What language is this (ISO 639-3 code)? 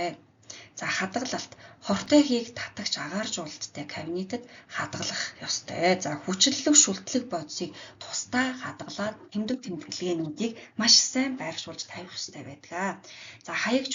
mon